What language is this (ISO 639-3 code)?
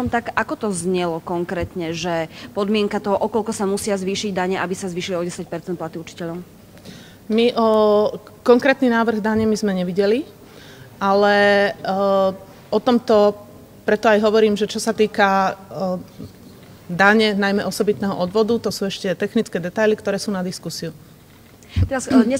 slk